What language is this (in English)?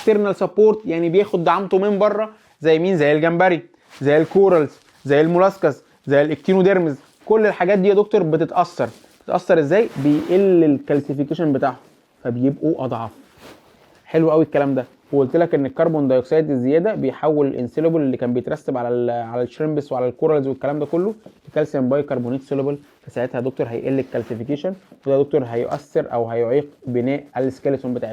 Egyptian Arabic